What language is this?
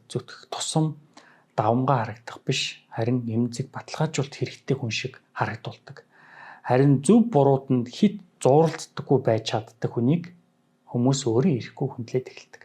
Mongolian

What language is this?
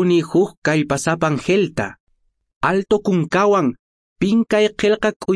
Quechua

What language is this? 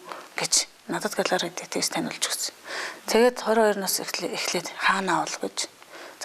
Mongolian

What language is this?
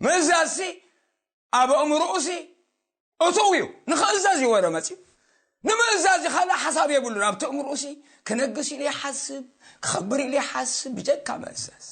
Tigrinya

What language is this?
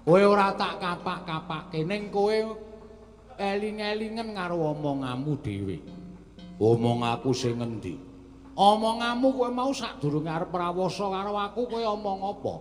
Javanese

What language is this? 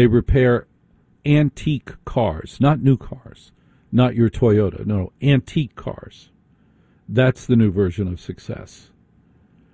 English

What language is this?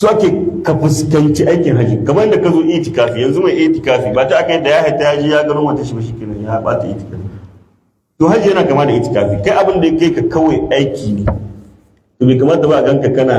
Hausa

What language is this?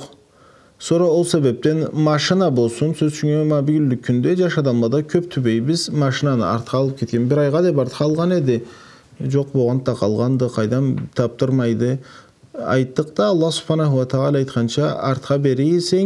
Karachay-Balkar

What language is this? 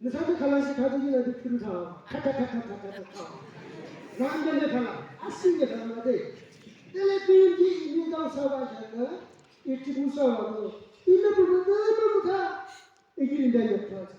Yimchungru Naga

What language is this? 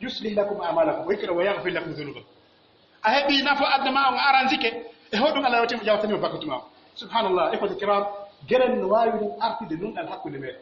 Pular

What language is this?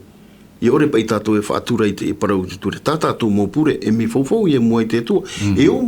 Tahitian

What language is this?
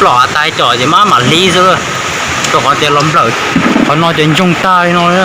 Hmong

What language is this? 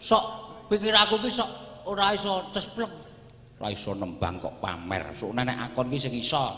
Javanese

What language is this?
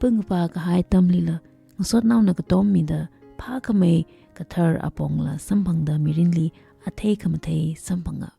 Tangkhul Naga (India)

